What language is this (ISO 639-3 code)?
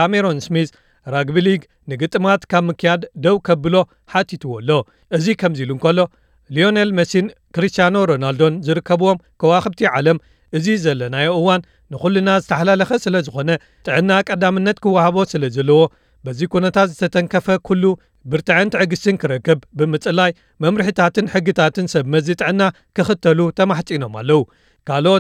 tir